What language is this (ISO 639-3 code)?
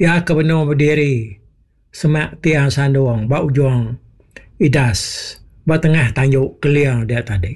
iba